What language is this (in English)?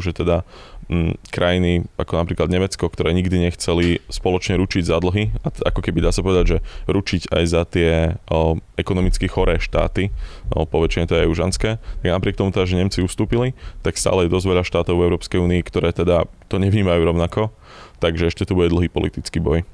Slovak